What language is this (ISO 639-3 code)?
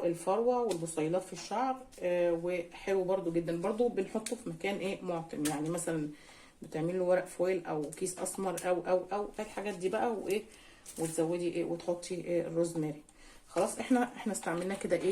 arz